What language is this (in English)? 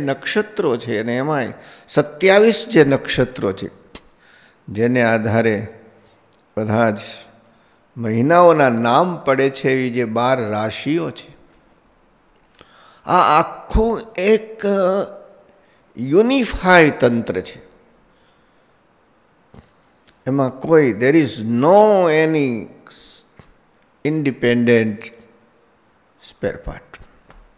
Gujarati